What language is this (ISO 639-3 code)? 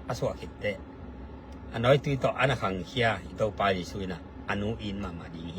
ctd